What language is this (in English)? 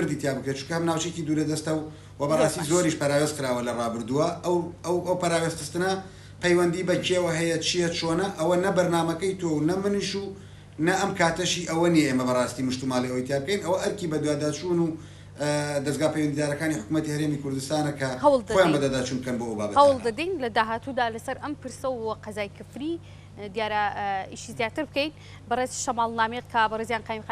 Central Kurdish